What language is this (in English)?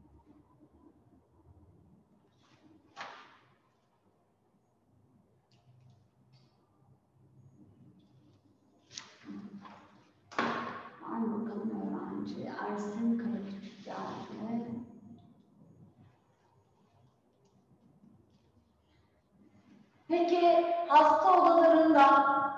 Turkish